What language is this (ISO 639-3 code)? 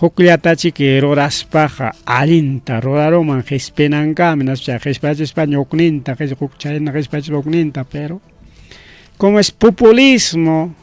quy